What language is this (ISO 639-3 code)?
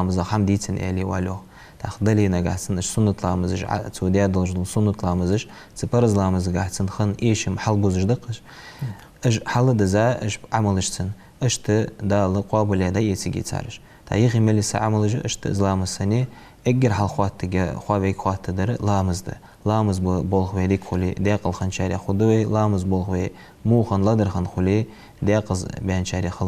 inh